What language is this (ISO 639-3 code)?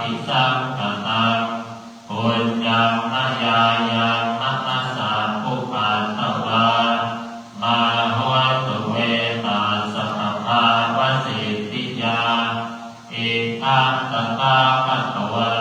pli